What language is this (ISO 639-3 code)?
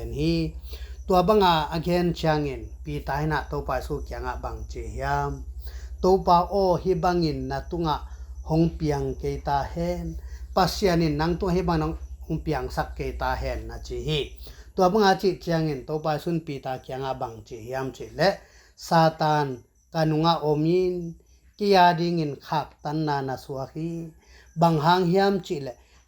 ctd